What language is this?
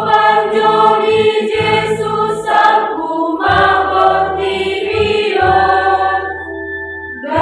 Batak Toba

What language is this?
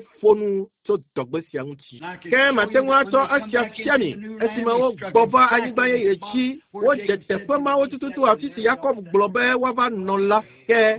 Ewe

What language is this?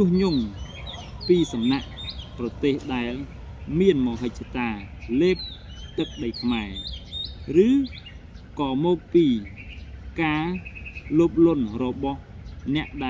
Khmer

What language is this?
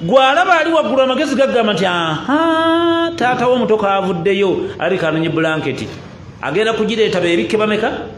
Ganda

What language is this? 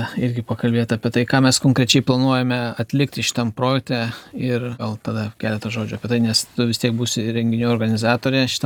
Lithuanian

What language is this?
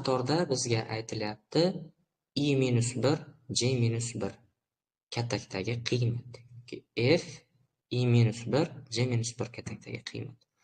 Uzbek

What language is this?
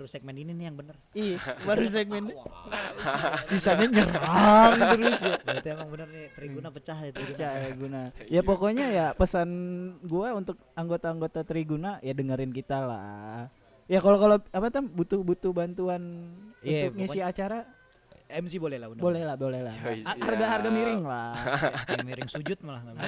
Indonesian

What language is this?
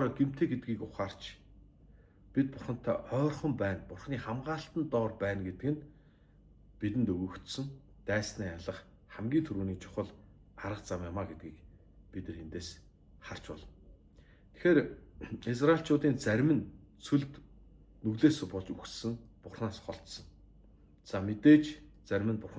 Mongolian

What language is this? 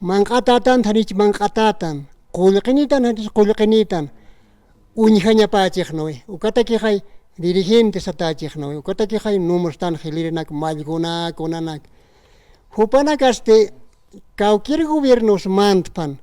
Aymara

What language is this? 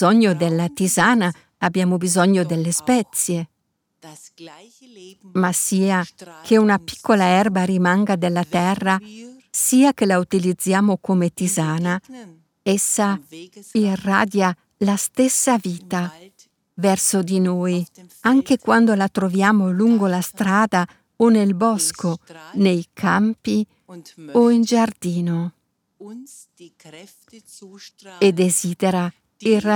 Italian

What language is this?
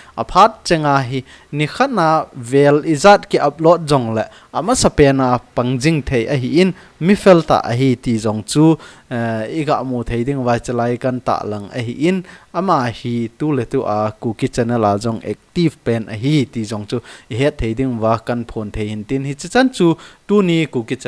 Thado Chin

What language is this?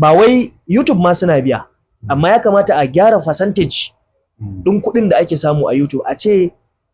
Hausa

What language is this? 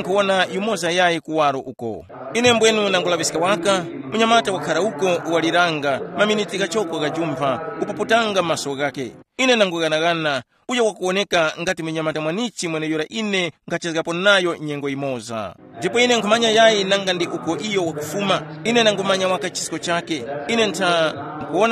Tumbuka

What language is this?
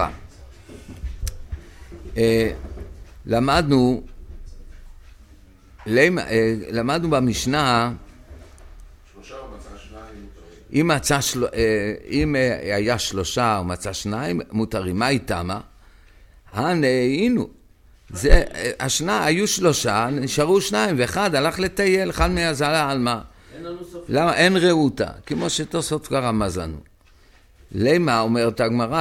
Hebrew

